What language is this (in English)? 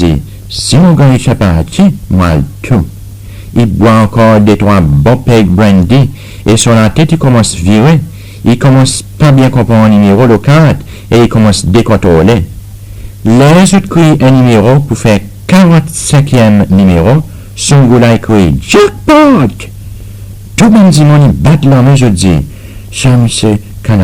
Seselwa Creole French